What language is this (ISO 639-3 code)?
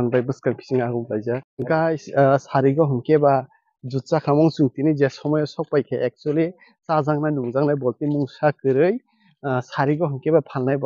trp